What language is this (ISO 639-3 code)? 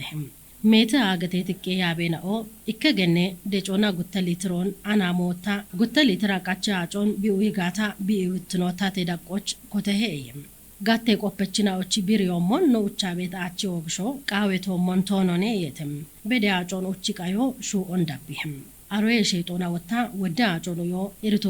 kbr